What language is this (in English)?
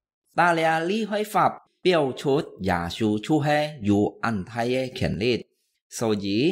Hakka Chinese